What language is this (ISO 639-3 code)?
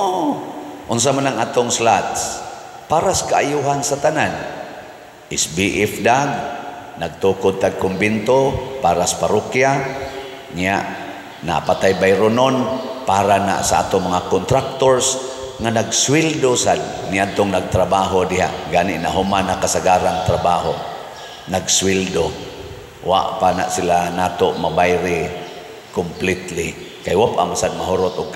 ceb